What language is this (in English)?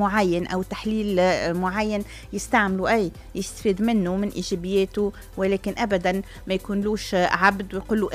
Tunisian Arabic